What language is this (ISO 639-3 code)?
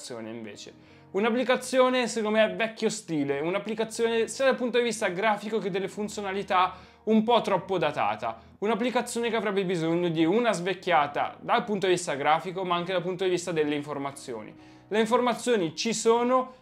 ita